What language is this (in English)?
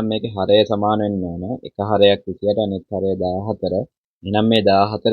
Sinhala